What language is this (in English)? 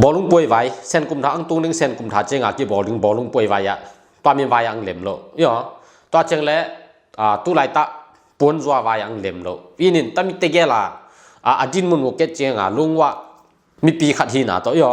Tedim Chin